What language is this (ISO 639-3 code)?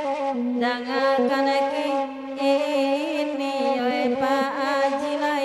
min